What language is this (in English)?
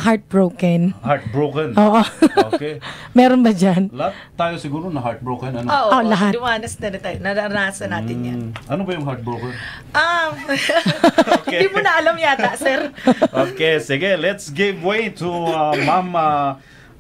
Filipino